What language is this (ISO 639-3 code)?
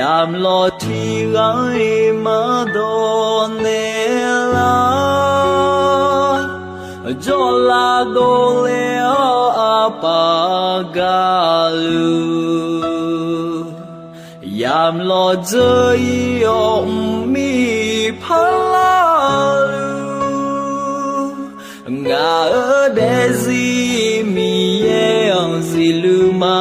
ahk